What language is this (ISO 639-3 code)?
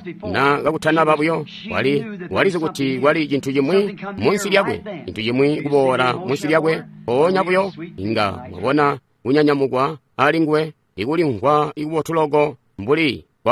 toi